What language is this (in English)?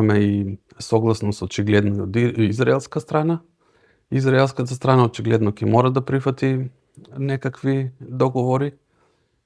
Macedonian